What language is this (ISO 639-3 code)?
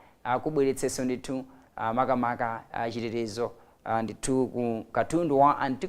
nya